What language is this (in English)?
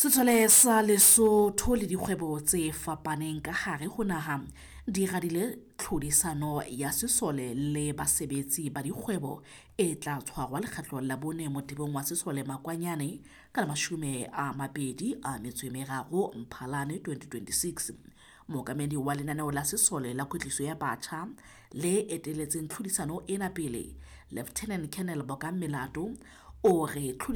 Southern Sotho